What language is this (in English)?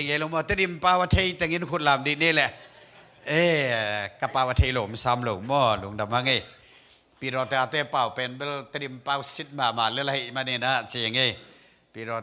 Tedim Chin